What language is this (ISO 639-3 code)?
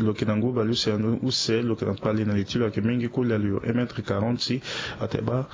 sag